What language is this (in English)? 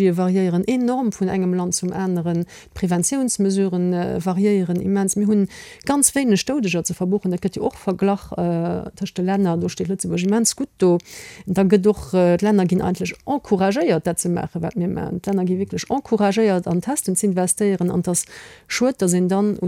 Luxembourgish